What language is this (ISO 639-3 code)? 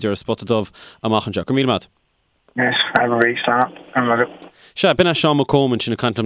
gle